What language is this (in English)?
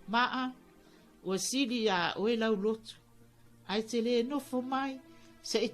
Samoan